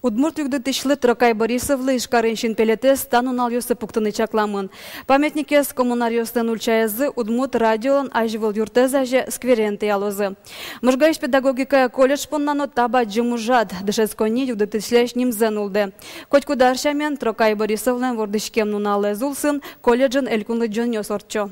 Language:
Udmurt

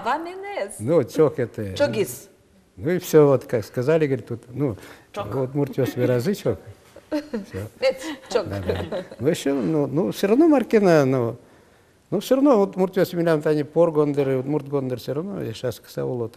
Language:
Udmurt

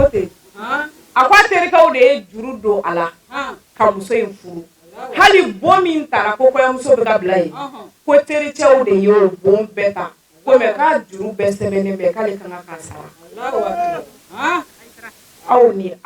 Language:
Bambara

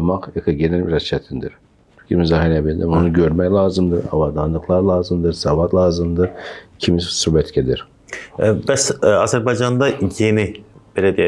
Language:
Azerbaijani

